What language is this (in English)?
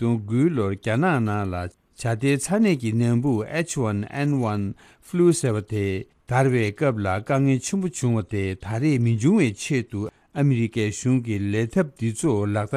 Tibetan